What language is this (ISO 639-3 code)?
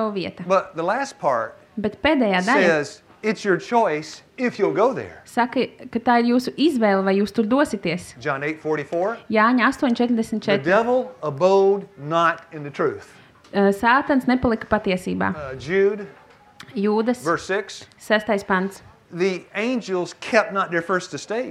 lav